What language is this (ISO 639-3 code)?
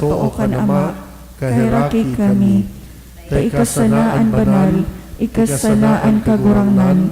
bik